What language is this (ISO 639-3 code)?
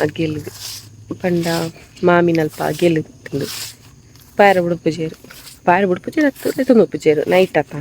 tcy